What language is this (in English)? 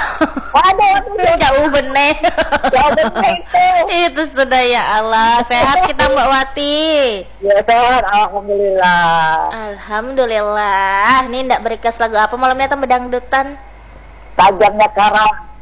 Indonesian